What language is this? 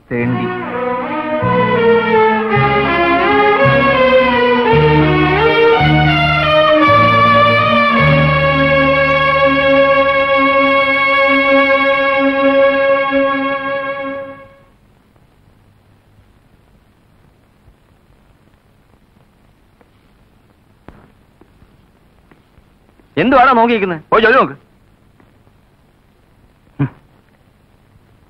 Malayalam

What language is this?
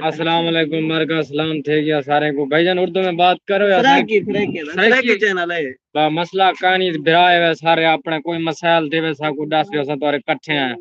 Saraiki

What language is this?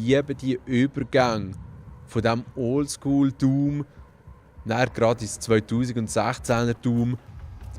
Swiss German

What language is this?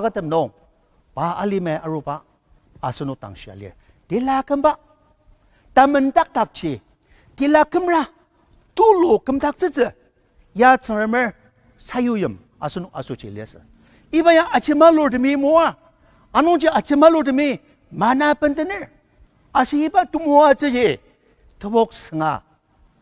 Ao Naga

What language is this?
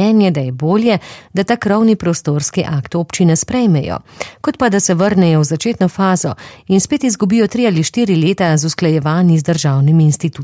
Slovenian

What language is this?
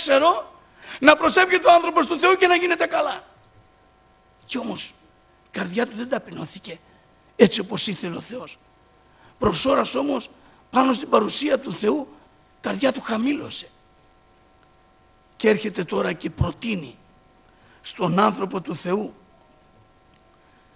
Greek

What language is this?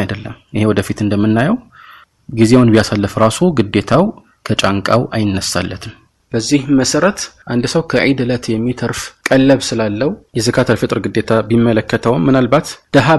Amharic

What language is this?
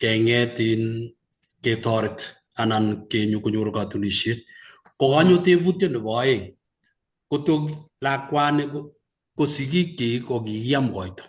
Kalenjin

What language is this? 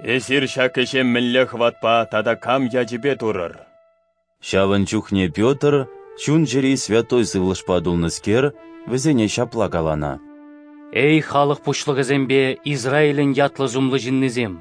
Chuvash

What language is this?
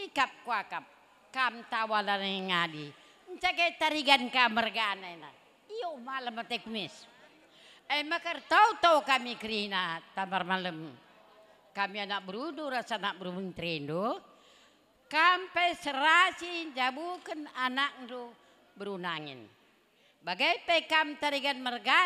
Batak Karo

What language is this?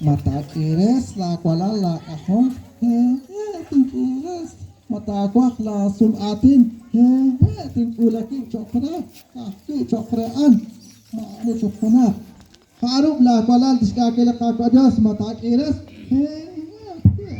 Kekchí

